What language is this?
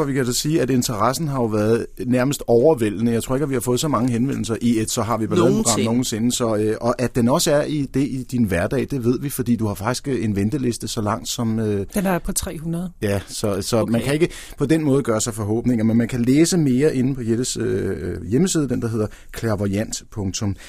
Danish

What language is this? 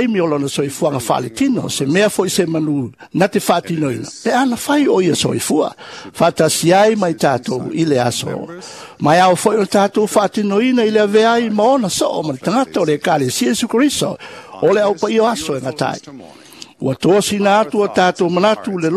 Samoan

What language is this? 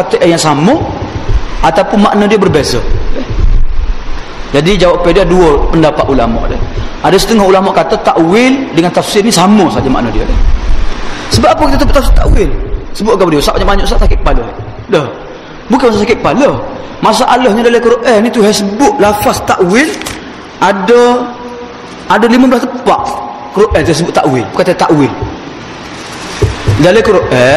Malay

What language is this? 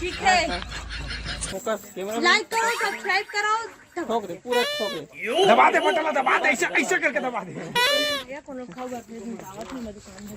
Chhattisgarhi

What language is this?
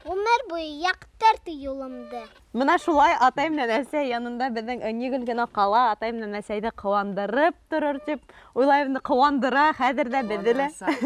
Bashkir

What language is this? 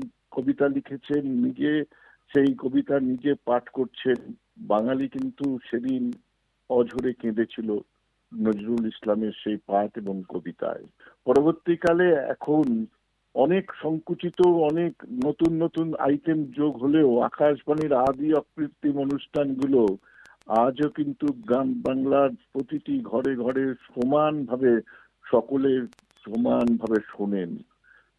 Bangla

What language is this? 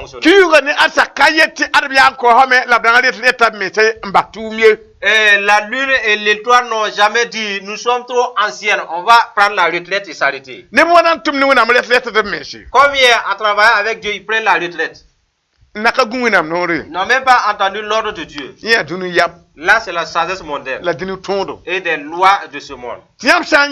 Mossi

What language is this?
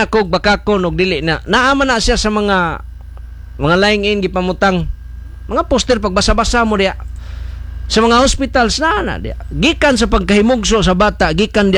Cebuano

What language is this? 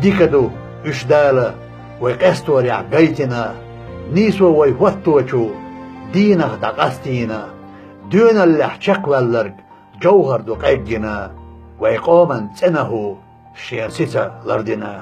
Chechen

